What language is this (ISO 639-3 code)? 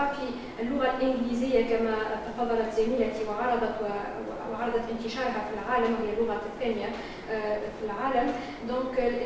ara